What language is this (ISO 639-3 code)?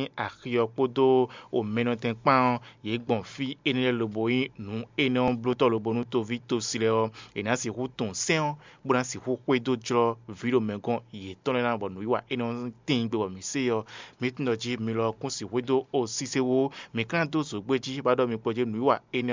fon